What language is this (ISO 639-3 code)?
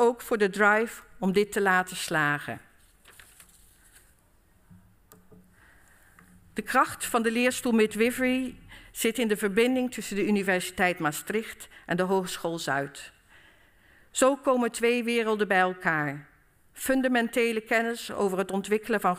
nld